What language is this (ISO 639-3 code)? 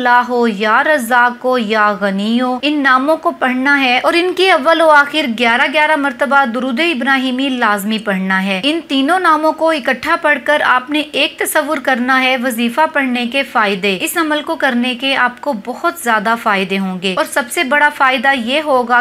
urd